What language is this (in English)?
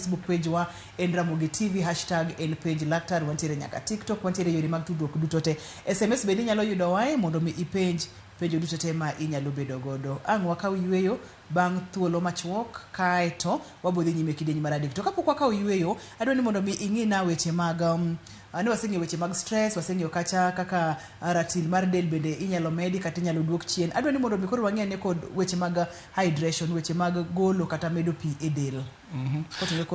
Luo (Kenya and Tanzania)